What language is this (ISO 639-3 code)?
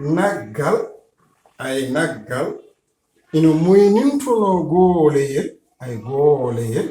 ful